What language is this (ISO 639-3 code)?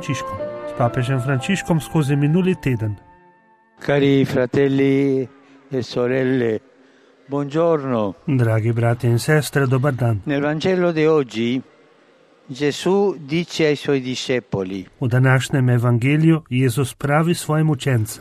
slv